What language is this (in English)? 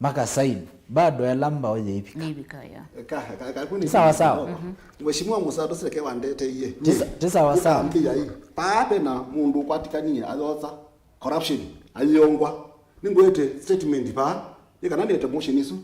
Kamba